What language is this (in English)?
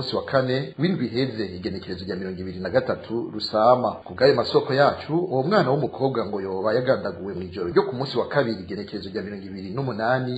Rundi